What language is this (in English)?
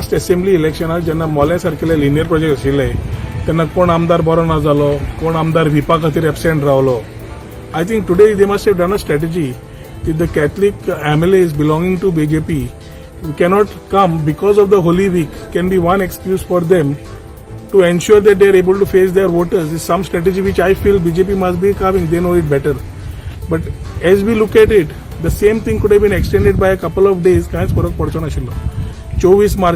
Konkani